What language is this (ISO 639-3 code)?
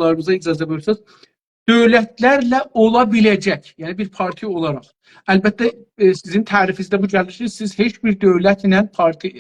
azb